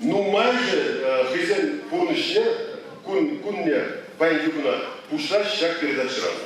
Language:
Chuvash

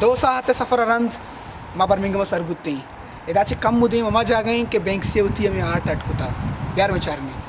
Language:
Baluchi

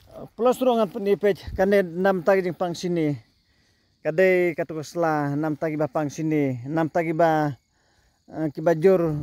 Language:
Khasi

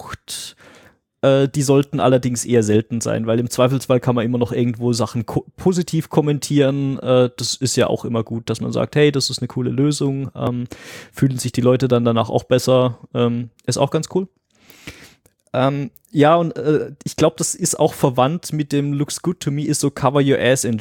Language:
German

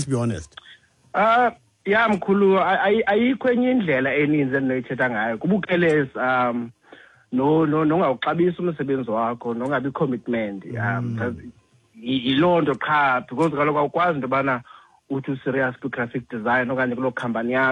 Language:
Xhosa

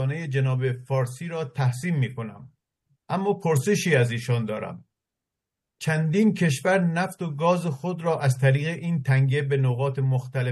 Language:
Persian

